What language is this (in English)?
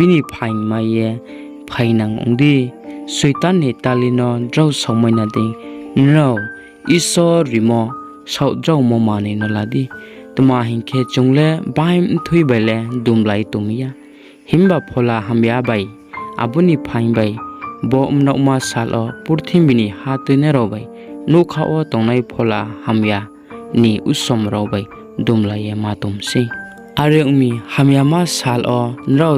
Riang (India)